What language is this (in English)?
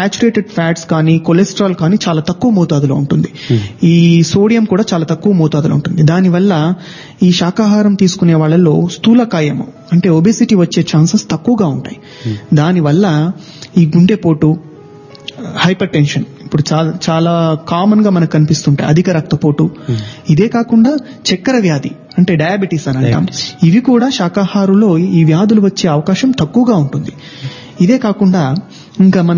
Telugu